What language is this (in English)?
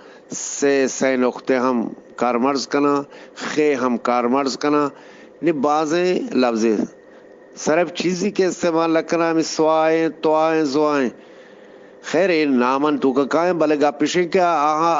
Eastern Balochi